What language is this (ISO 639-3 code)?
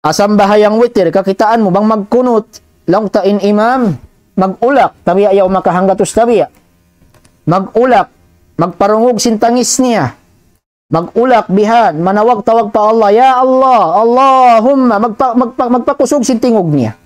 tsg